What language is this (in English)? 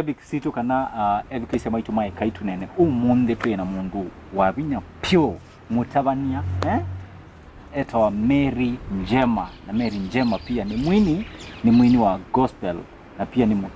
Kamba